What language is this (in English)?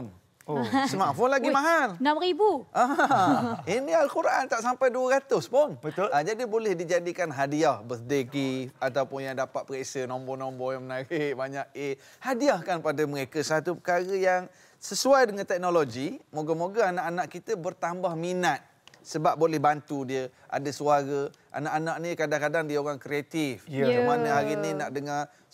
Malay